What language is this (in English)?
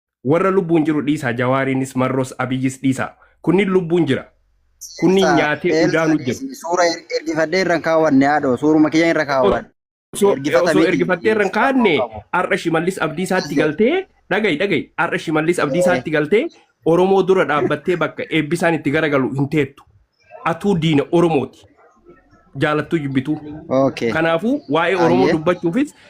Oromo